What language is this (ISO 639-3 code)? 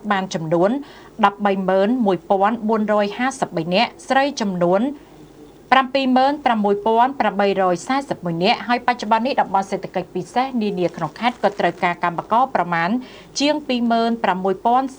khm